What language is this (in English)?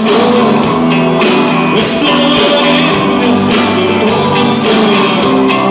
Afrikaans